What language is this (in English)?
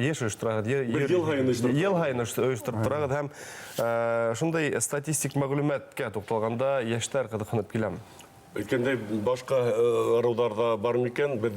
Bashkir